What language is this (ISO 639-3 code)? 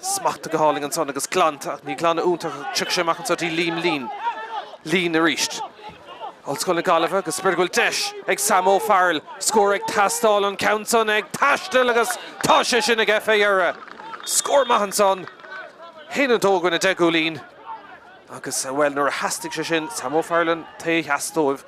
gle